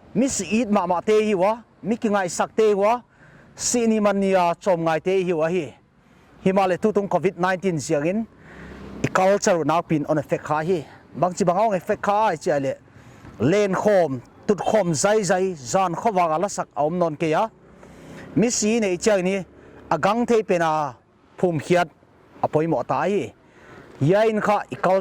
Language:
Paite Chin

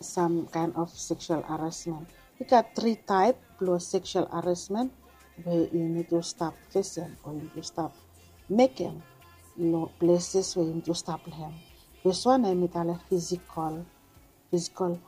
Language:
Bislama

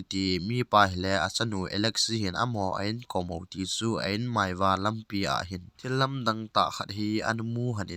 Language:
Thado Chin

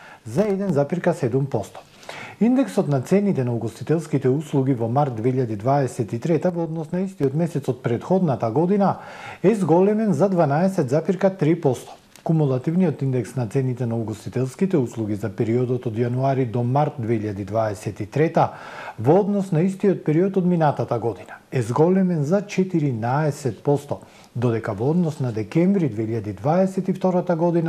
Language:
Macedonian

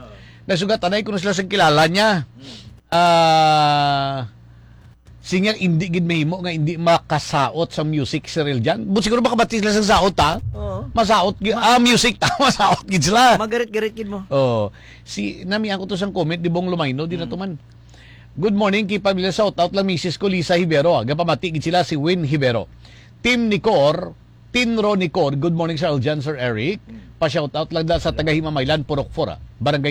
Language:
Hiligaynon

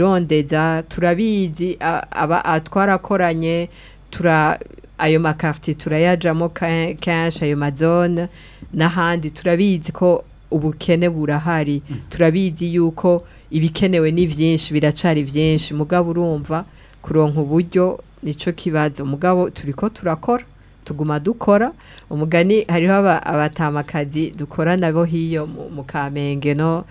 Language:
Rundi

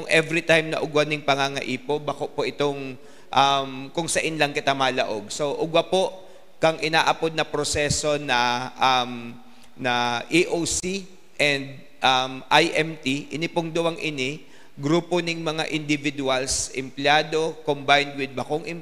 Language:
Bikol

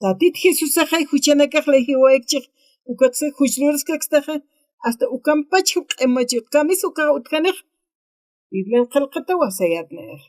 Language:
Aymara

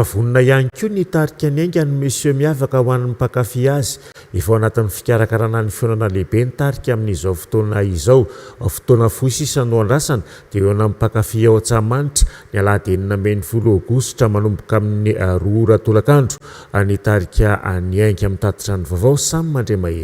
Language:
Malagasy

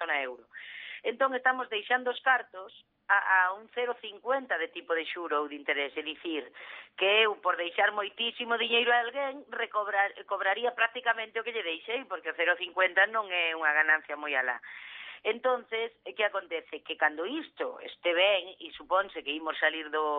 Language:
Galician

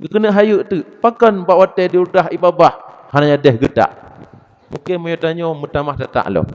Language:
Achinese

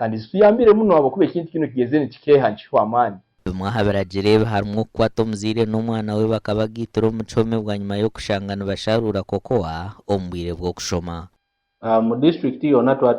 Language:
Nyankole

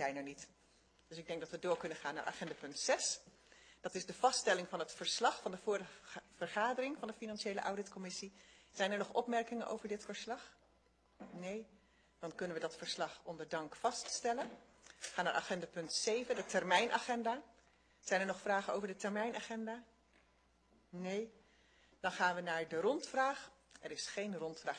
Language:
Dutch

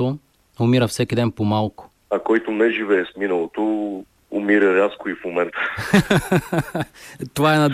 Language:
Bulgarian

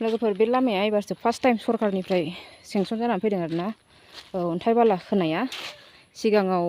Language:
Bodo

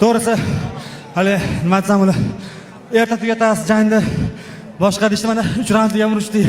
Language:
Uzbek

